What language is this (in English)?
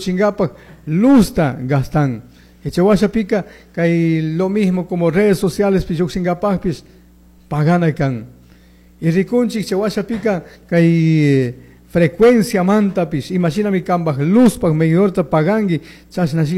Chimborazo Highland Quichua